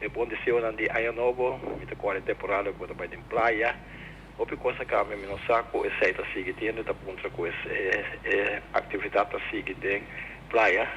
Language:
Papiamento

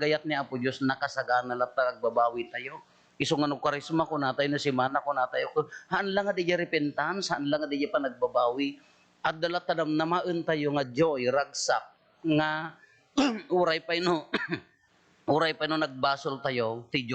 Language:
Iloko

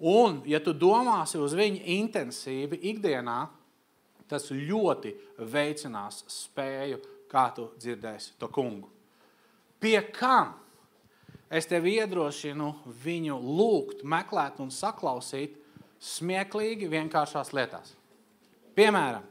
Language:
Latvian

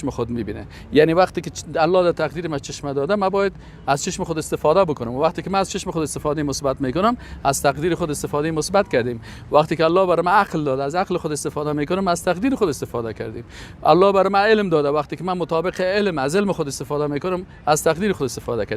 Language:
Persian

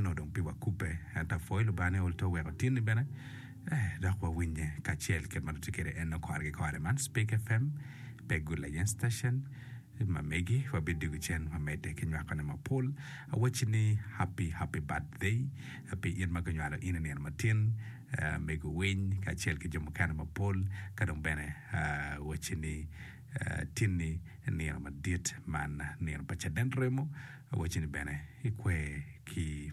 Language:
Acoli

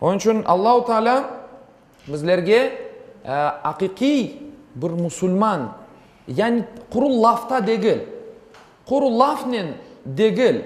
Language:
Crimean Tatar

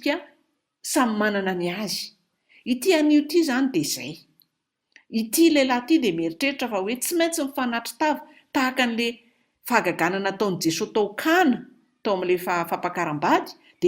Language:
Malagasy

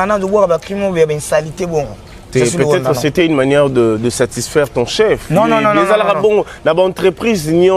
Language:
Lingala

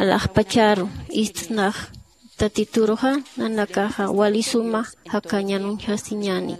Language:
Aymara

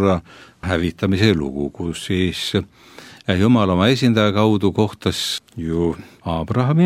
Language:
Estonian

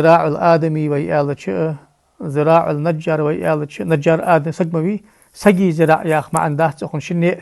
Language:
Ingush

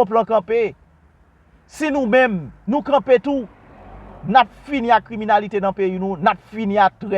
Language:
Haitian Creole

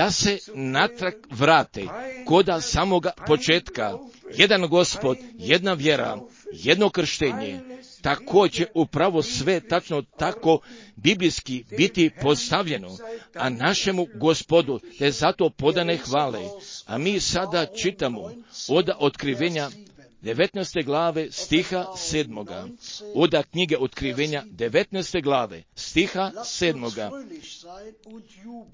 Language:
Croatian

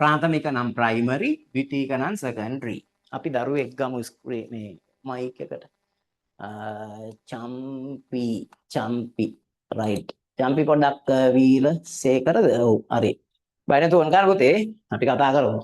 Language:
Sinhala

